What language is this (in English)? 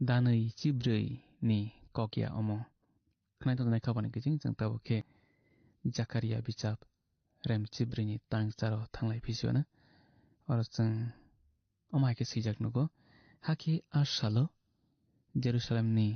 Kok Borok